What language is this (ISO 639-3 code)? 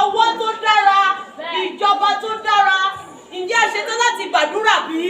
yor